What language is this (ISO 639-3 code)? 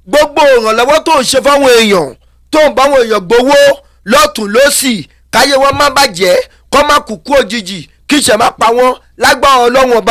yor